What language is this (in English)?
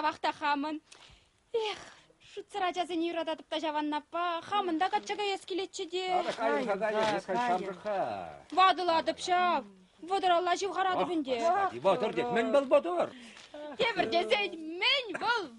Chuvash